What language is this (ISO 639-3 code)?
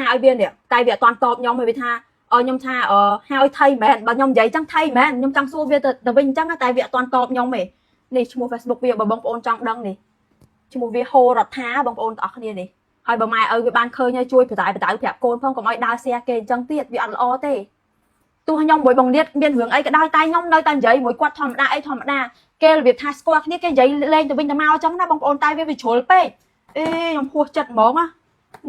khm